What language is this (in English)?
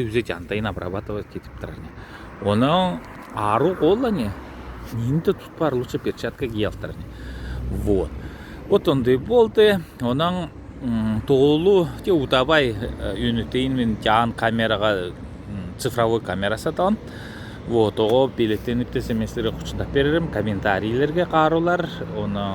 Southern Altai